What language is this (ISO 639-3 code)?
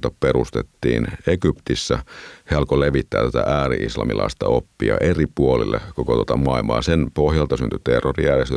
fin